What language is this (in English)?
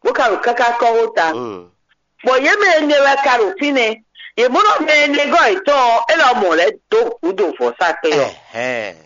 Fon